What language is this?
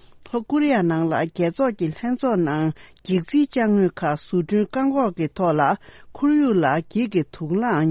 Tibetan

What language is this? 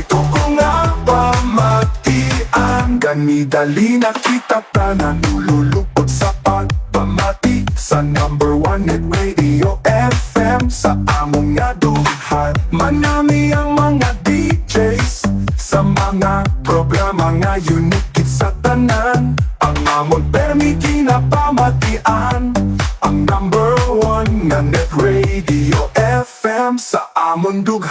Hiligaynon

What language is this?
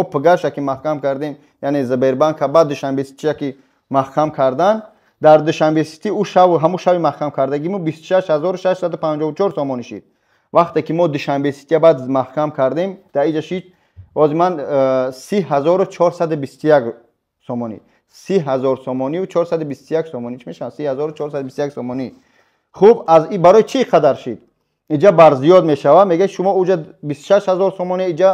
Tajik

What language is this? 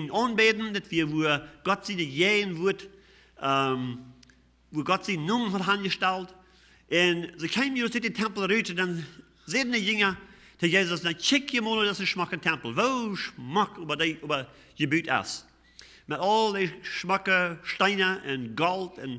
Plautdietsch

